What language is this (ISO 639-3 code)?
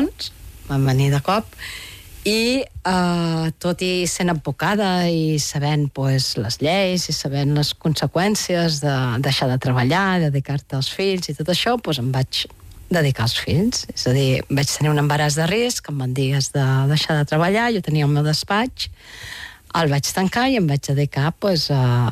cat